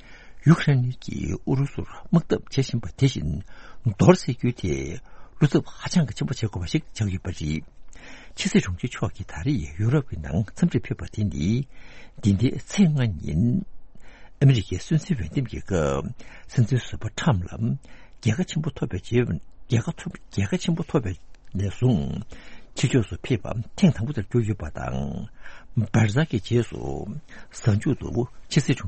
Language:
Tibetan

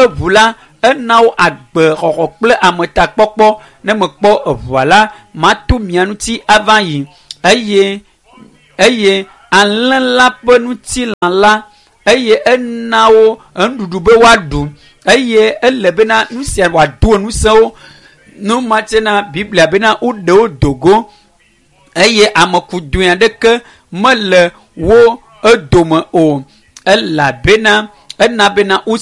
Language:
Ewe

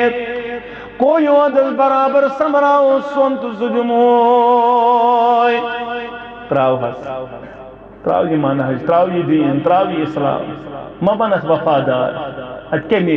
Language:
Kashmiri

